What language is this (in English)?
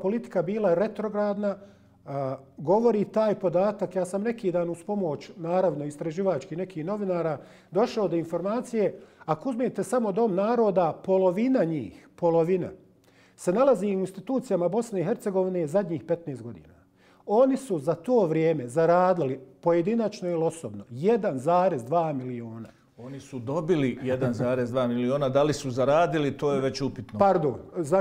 Bosnian